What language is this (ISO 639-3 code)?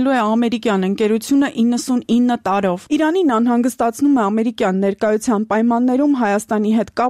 hye